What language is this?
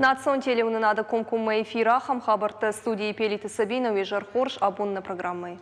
Ossetic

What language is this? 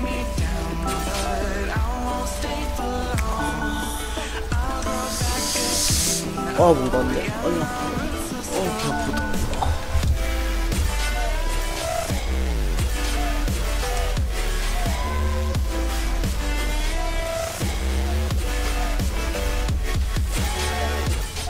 Korean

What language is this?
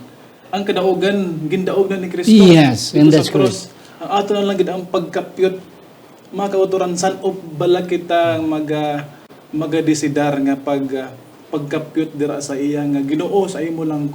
Hiligaynon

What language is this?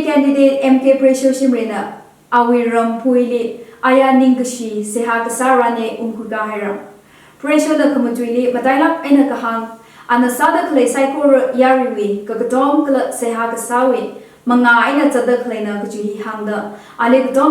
Tangkhul Naga (India)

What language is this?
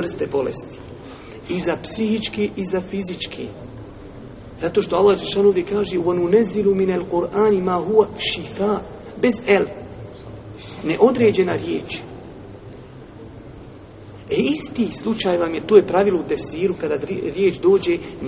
Bosnian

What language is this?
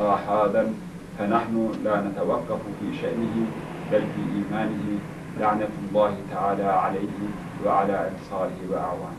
Turkish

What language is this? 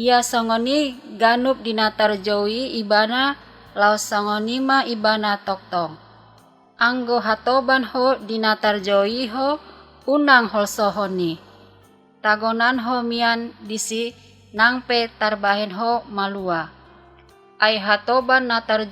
Batak Toba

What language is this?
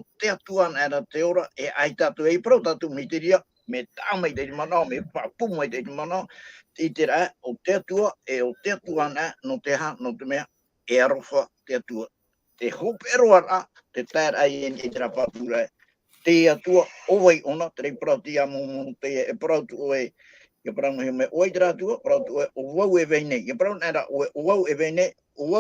Tahitian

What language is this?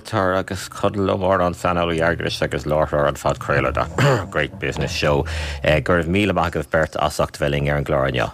Irish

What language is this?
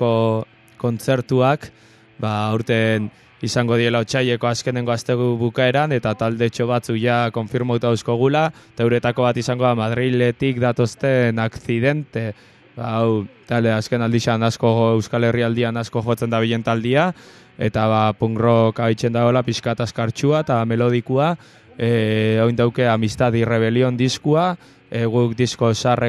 Basque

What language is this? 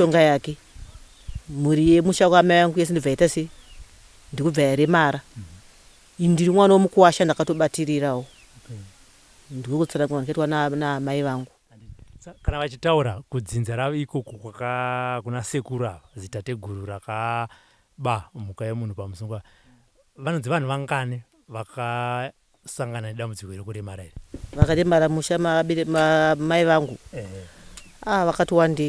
Shona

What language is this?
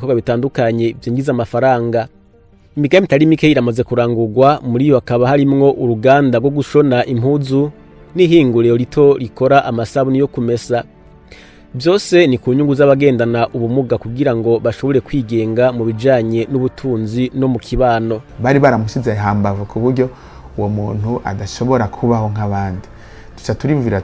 Rundi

